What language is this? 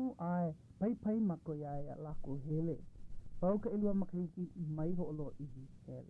Hawaiian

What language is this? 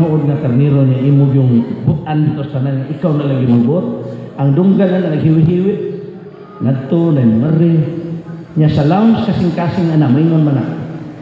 Cebuano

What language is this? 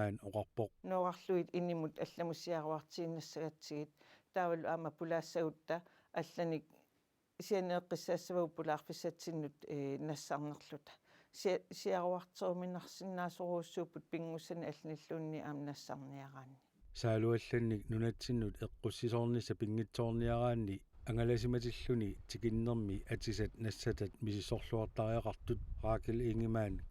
Kalaallisut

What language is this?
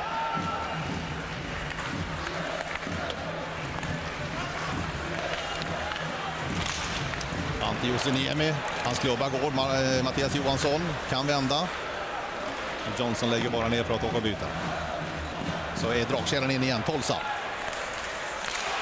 Swedish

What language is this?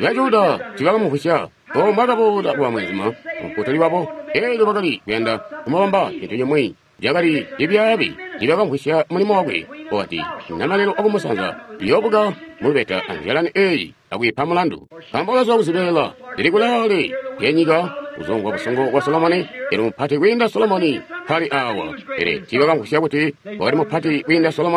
Tonga (Zambia)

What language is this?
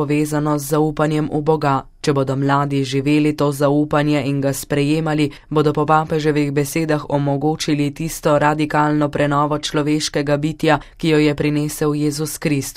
Slovenian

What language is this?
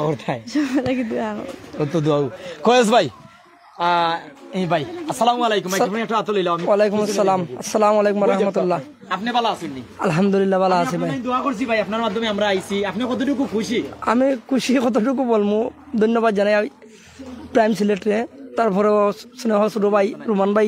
Sylheti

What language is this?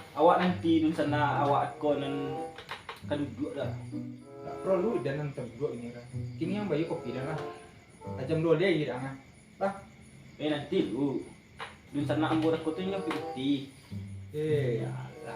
Minangkabau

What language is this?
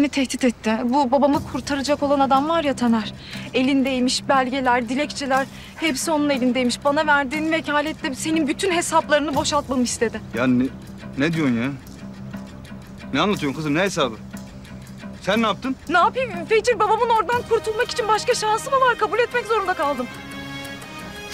Turkish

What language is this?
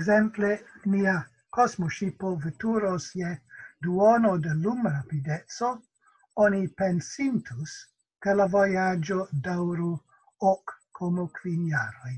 Esperanto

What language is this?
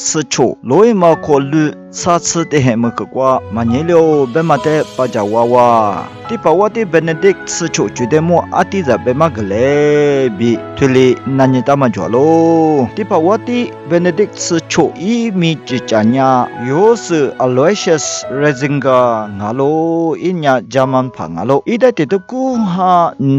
Lisu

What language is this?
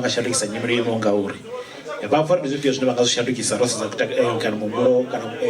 Venda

